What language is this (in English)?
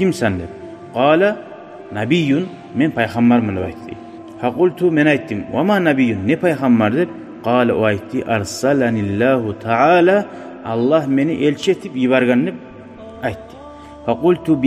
Kumyk